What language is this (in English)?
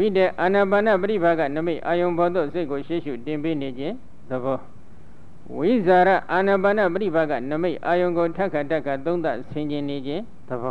Burmese